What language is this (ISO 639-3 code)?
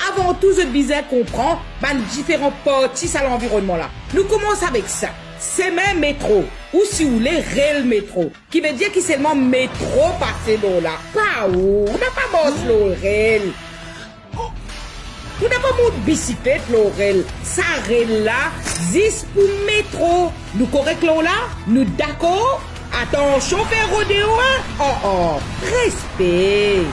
mfe